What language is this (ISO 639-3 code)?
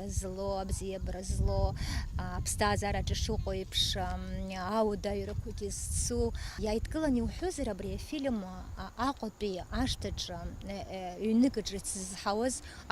abk